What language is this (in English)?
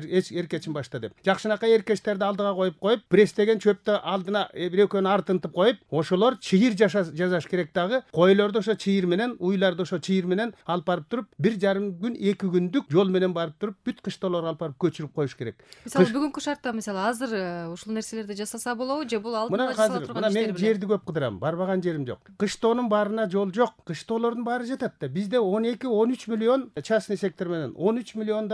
Kyrgyz